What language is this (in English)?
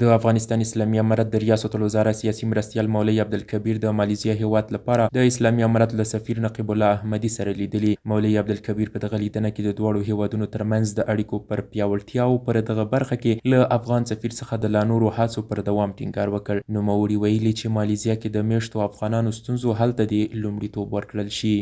Pashto